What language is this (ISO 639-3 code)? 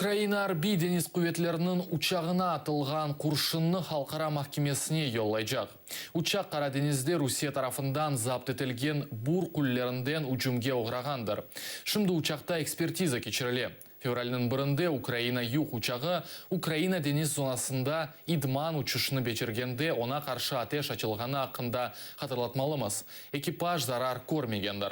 crh